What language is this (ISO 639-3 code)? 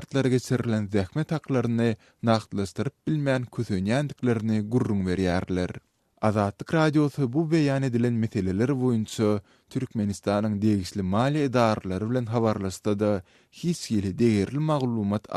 tuk